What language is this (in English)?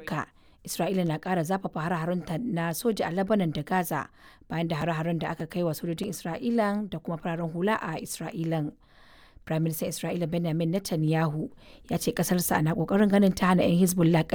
Hausa